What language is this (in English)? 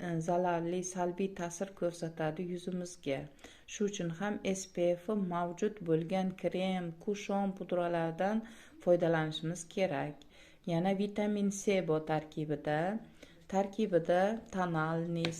Uzbek